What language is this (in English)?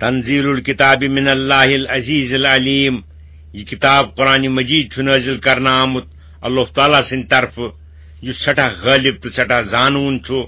Kashmiri